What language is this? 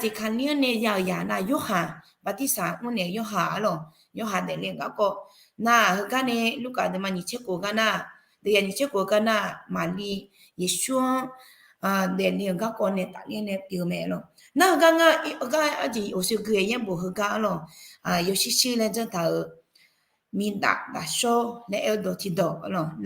Akha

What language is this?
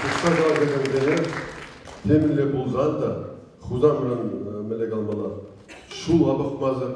Chuvash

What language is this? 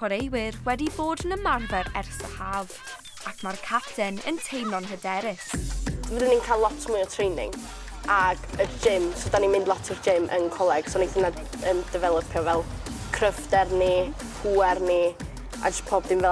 Welsh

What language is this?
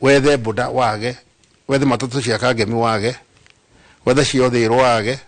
Kikuyu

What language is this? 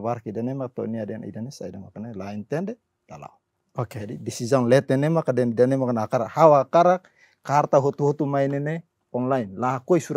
Tetum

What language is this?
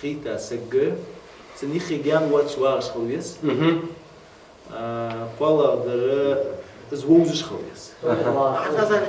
Ingush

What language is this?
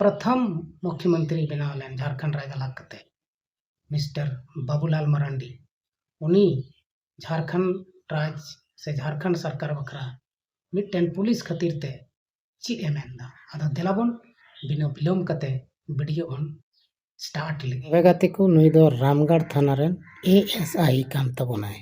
Santali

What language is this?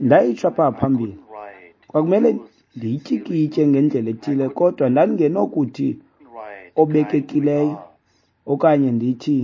Xhosa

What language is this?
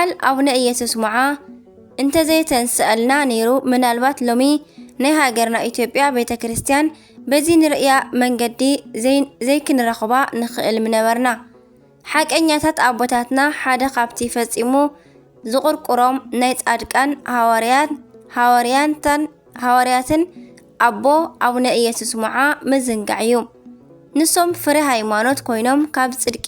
Tigrinya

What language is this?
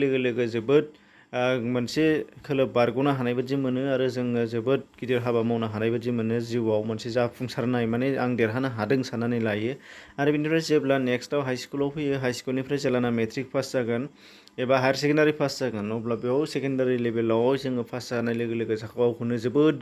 Bodo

